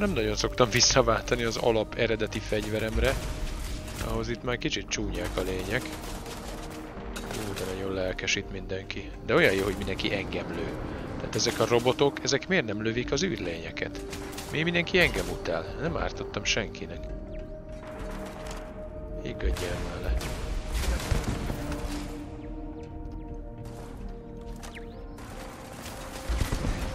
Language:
Hungarian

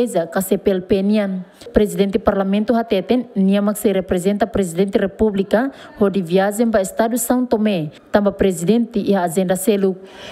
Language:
Tetum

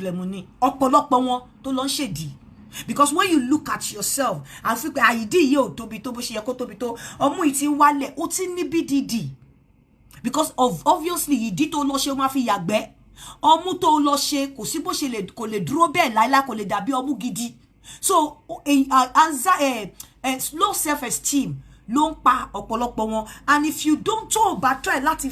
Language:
Yoruba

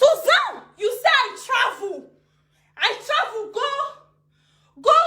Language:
Nigerian Pidgin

